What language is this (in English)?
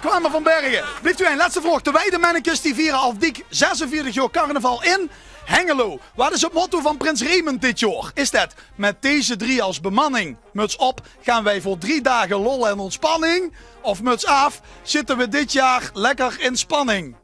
Limburgish